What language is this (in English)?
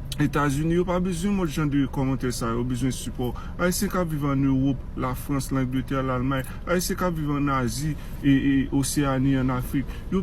Haitian Creole